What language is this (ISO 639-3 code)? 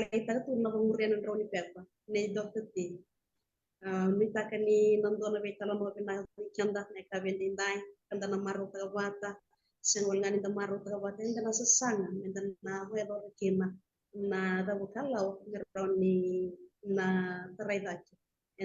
fij